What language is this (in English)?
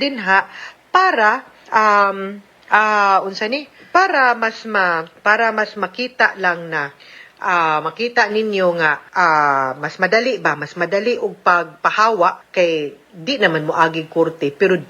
Cebuano